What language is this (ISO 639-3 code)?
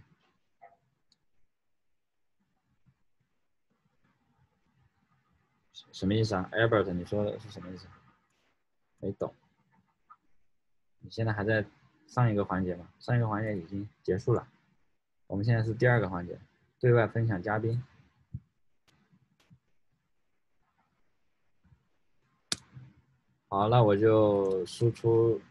zho